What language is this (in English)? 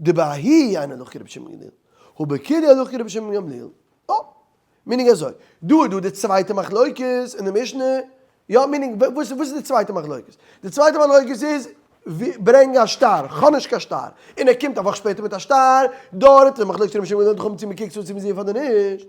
Yiddish